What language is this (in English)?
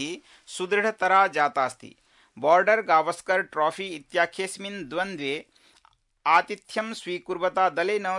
Sanskrit